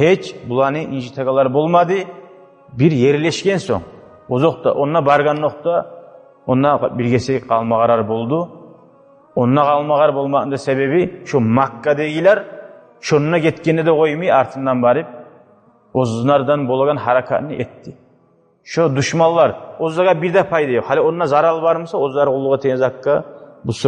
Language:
Kumyk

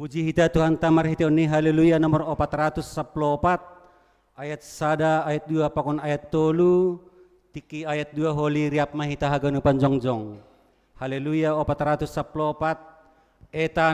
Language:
Batak Simalungun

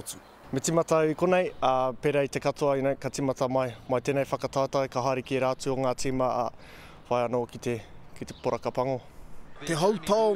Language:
Māori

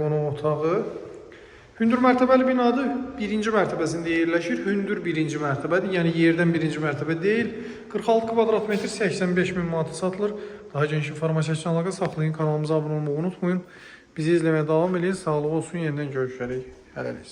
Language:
Azerbaijani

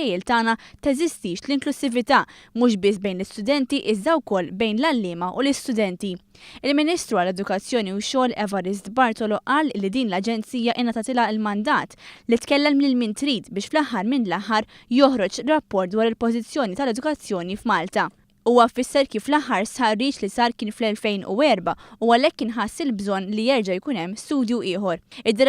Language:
Maltese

